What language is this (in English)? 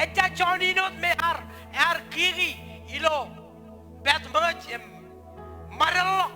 Marshallese